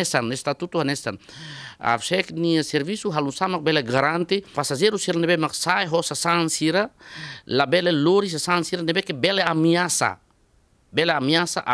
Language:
Tetum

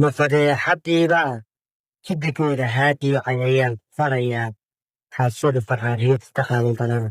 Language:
Somali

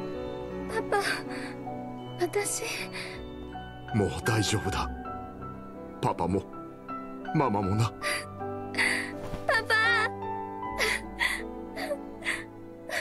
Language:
Japanese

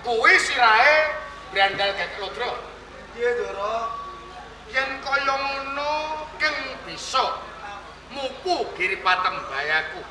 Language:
Javanese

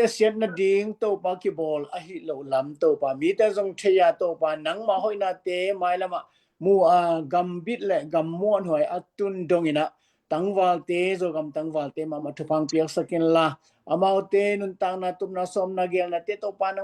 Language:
Tedim Chin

